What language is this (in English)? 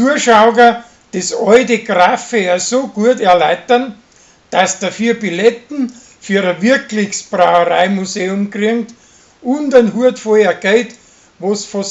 Bavarian